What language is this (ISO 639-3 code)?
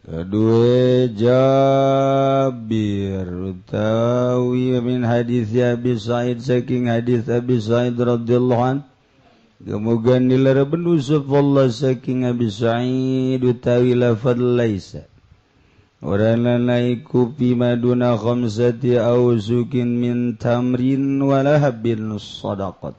sun